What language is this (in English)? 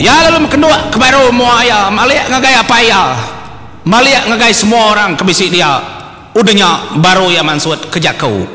Iban